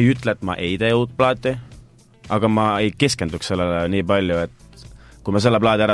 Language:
Estonian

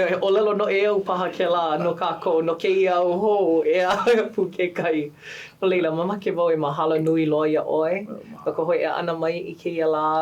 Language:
Hawaiian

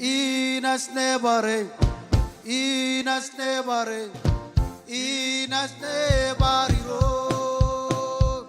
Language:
Marshallese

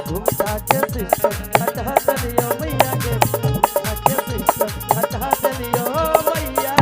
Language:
Magahi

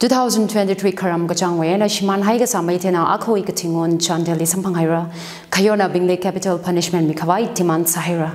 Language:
Tangkhul Naga (India)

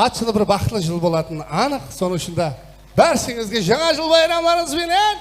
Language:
Kara-Kalpak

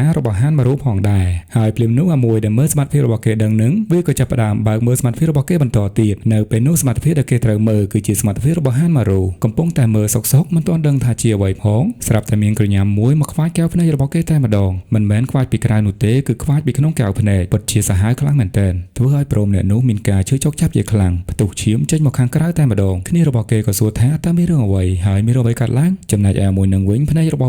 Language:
Khmer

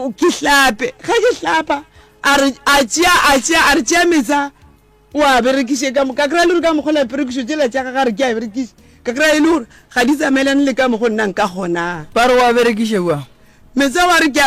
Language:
Northern Sotho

